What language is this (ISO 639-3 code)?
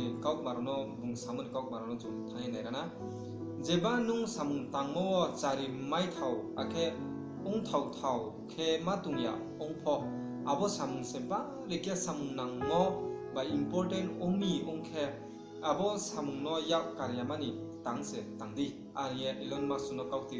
ria